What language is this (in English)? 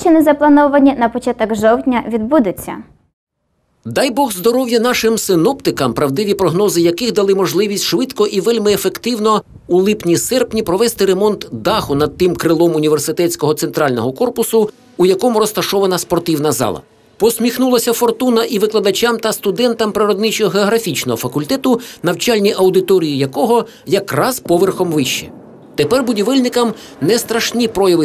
Ukrainian